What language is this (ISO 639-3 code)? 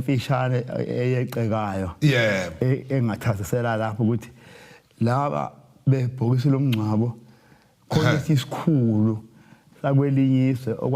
zul